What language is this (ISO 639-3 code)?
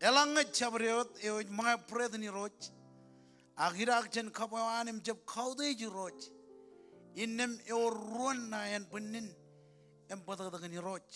mah